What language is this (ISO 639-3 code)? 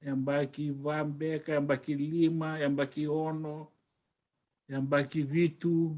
fij